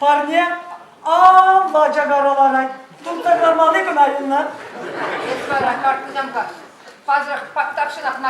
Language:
Chuvash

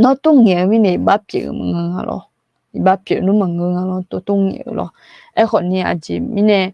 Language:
Akha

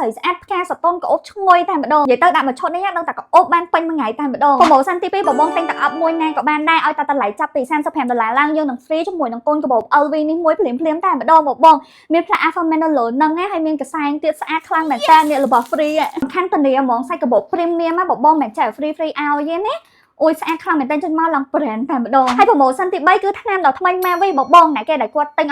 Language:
Khmer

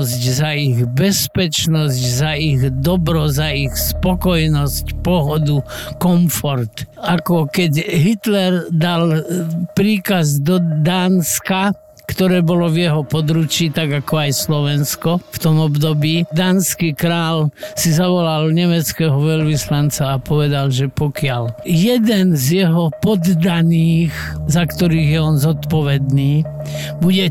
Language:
Slovak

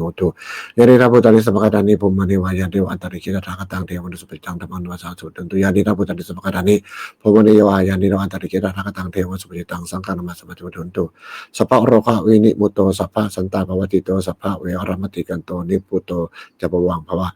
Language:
Pali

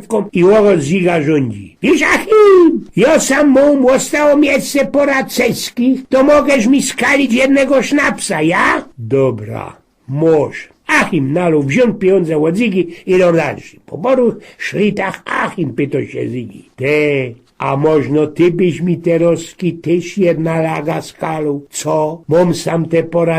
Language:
Silesian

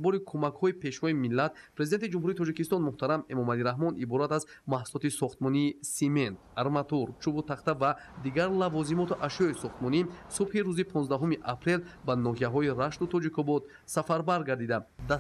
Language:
Tajik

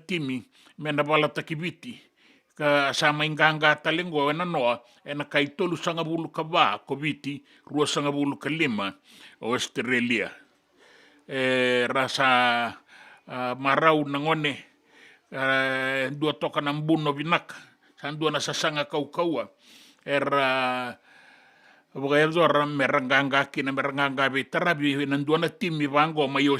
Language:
Fijian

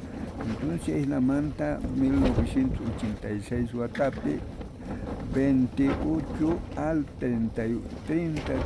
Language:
South Bolivian Quechua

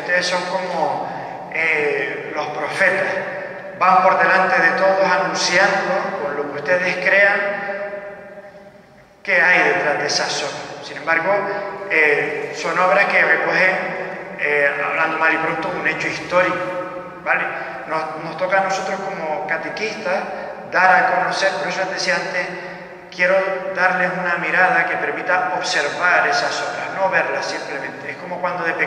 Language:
Spanish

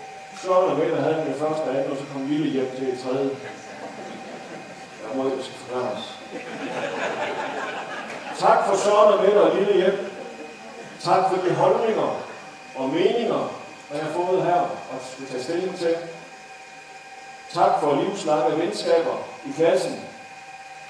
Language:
Danish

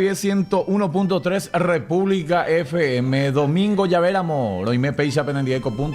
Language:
Guarani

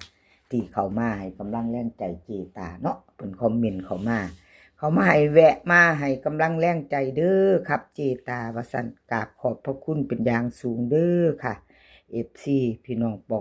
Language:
Northeastern Thai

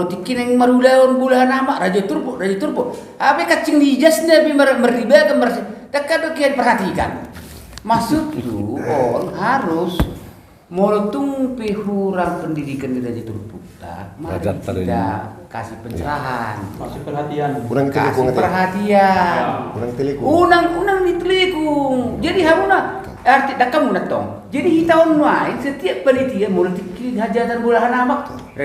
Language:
Batak Toba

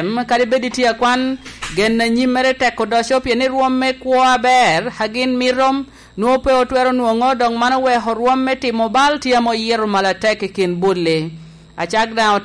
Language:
Lango (Uganda)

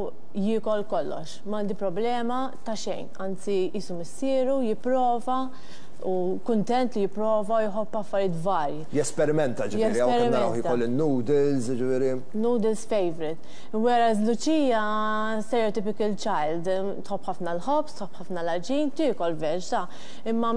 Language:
Maltese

